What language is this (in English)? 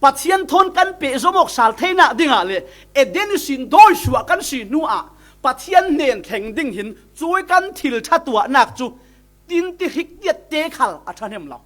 Falam Chin